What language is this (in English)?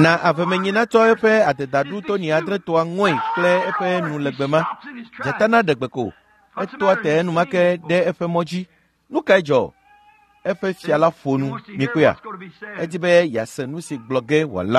Ewe